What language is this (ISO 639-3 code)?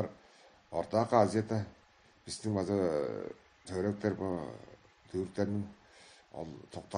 tyv